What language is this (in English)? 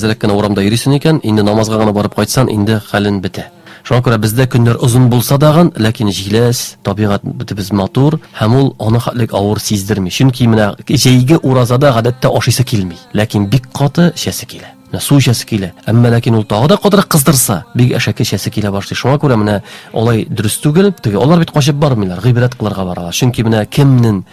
Tatar